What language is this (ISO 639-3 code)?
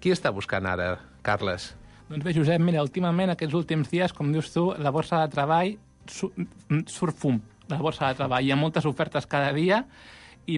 cat